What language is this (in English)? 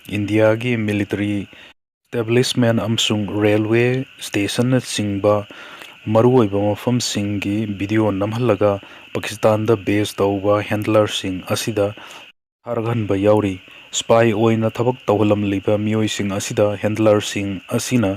Manipuri